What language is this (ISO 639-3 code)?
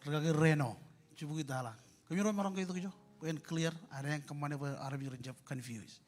mah